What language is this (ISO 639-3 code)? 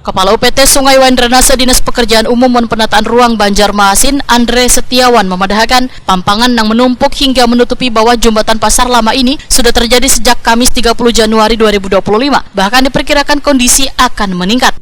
bjn